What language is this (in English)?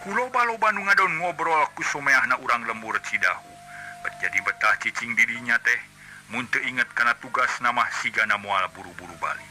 Sundanese